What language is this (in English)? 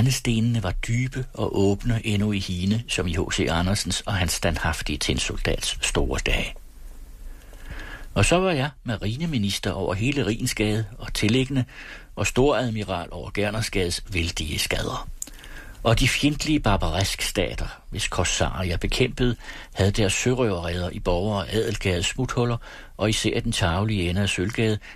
Danish